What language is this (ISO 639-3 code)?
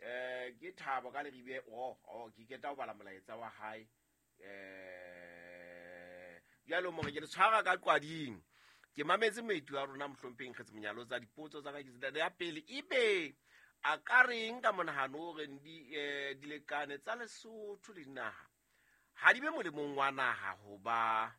sot